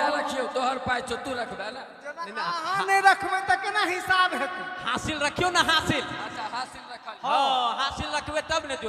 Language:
Maithili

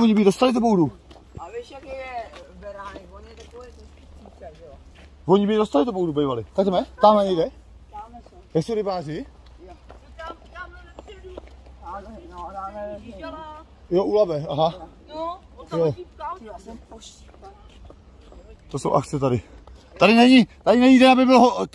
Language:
Czech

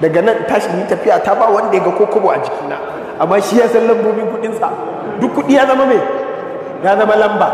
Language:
Hausa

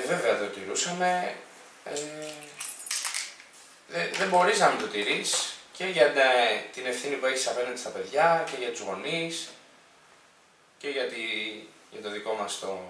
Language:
Greek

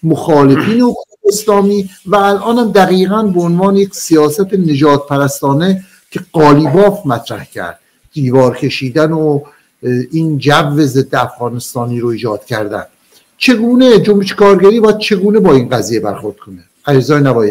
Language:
Persian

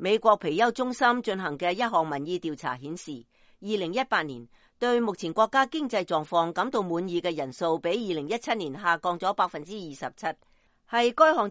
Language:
Cantonese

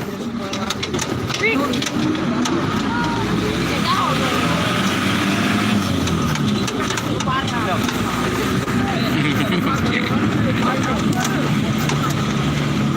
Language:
Sasak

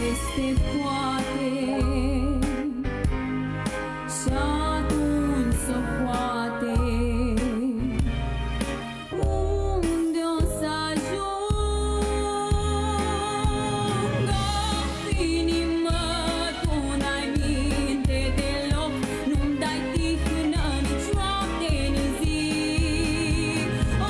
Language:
Romanian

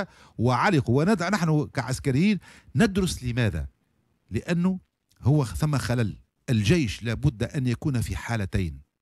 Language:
Tunisian Arabic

